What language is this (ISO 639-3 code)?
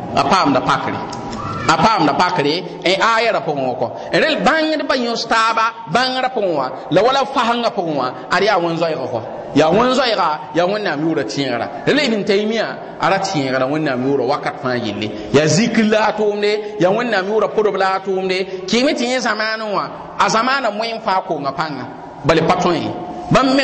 mos